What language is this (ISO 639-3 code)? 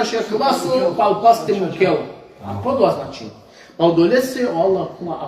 rmn